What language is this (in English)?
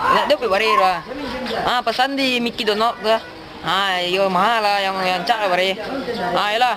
Minangkabau